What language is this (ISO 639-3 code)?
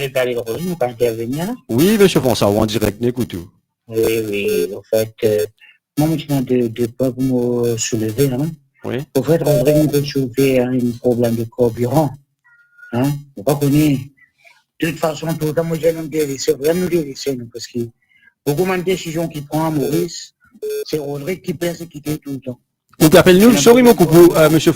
mfe